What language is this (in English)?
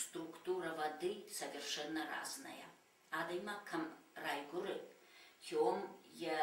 Ossetic